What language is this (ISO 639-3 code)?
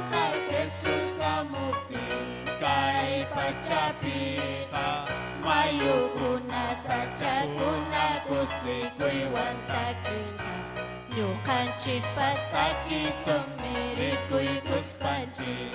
quy